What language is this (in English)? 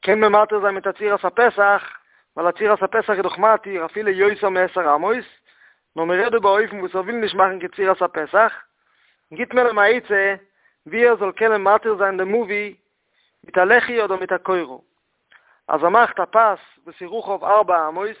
Yiddish